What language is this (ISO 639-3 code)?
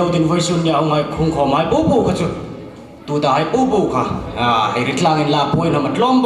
hmr